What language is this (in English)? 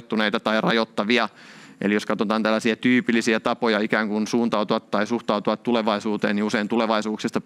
Finnish